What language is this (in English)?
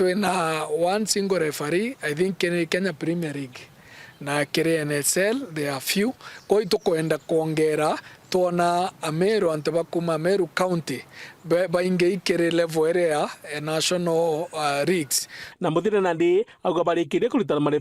Meru